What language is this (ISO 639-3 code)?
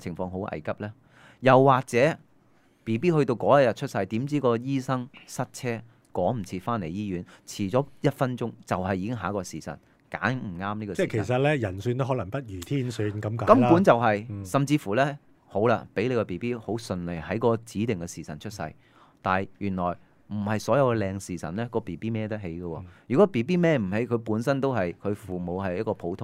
yue